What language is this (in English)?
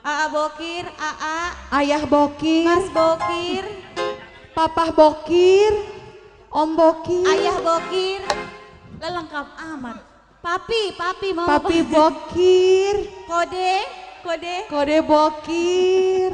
Betawi